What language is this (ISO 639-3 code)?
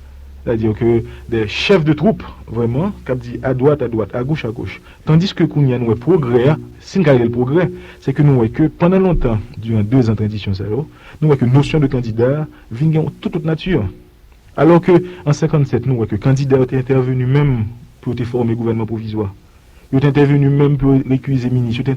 hat